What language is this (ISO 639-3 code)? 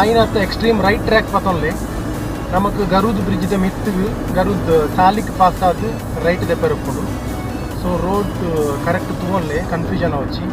tcy